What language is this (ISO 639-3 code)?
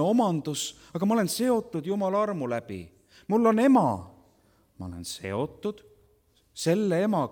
est